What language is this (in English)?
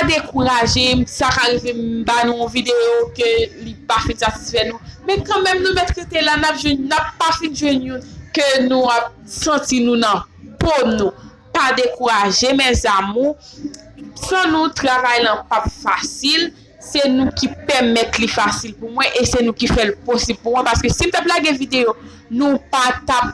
Haitian Creole